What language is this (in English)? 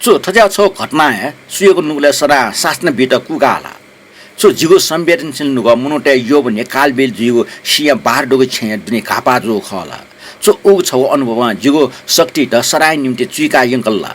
Newari